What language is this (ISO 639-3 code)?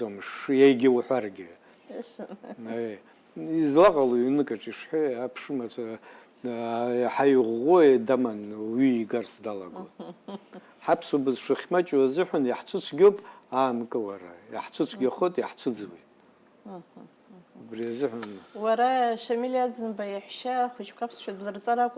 abk